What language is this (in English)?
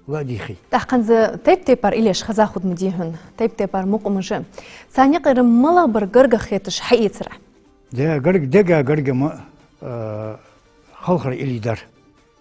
Ingush